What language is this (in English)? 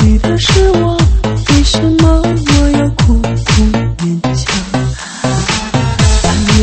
Chinese